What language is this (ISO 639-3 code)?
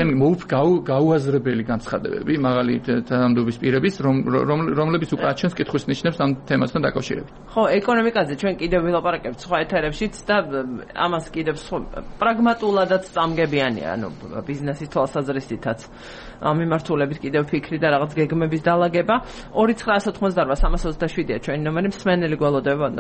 kat